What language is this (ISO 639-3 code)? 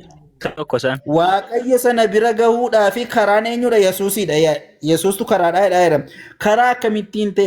orm